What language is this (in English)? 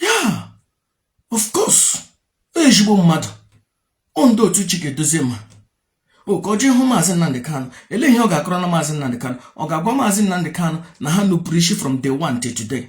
Igbo